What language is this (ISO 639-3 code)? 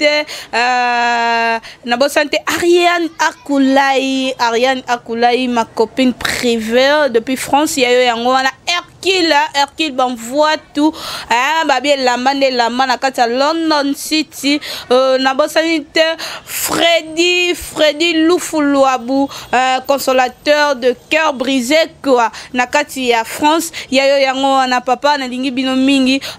lin